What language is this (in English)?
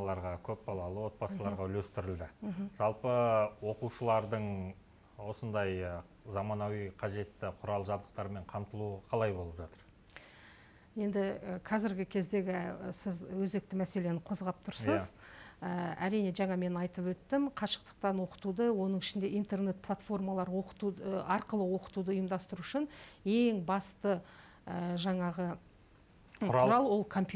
Kazakh